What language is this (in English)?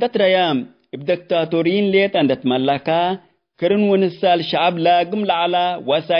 Tigre